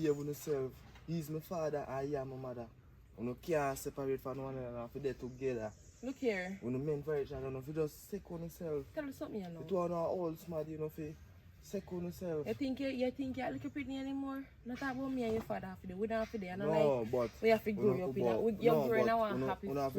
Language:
Jamaican Creole English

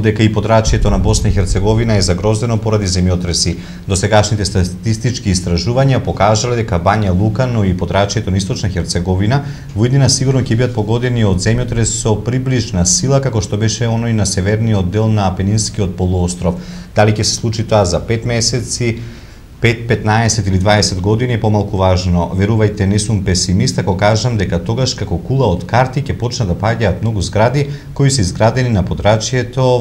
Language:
Macedonian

